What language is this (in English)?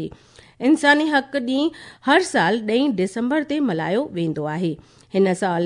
Sindhi